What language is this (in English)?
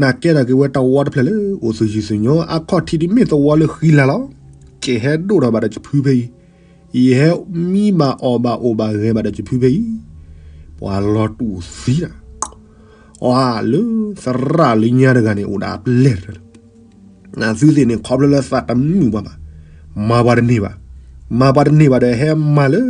S'gaw Karen